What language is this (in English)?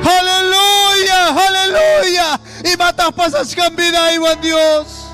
Ayacucho Quechua